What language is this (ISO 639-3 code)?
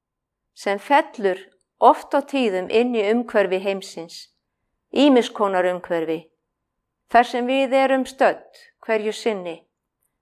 isl